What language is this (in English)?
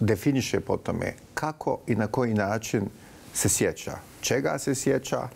Bosnian